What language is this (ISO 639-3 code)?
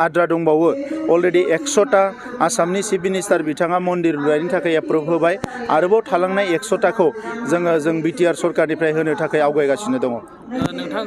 brx